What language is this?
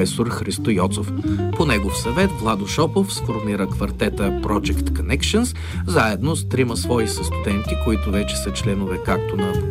Bulgarian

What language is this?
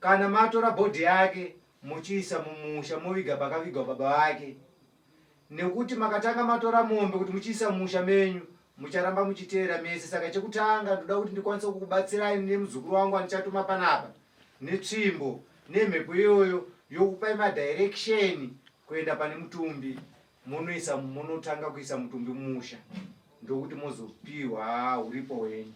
Shona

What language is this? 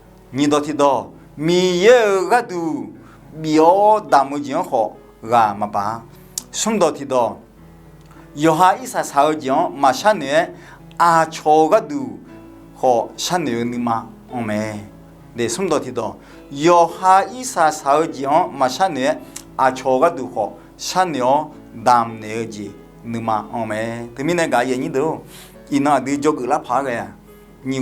Akha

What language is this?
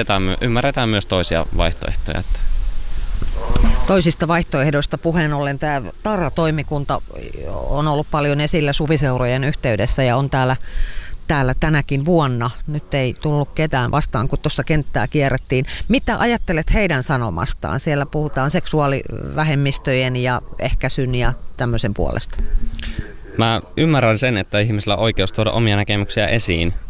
Finnish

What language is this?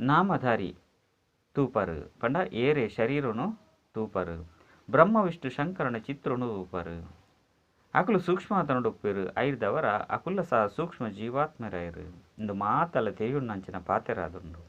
Tulu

